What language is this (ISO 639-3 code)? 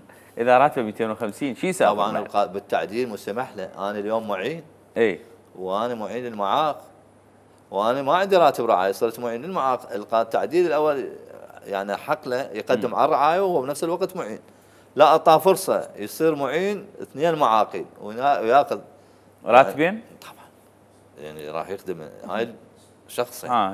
acm